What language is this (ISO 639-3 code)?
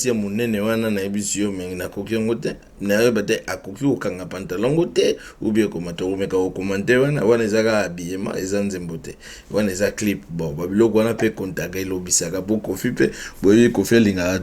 lin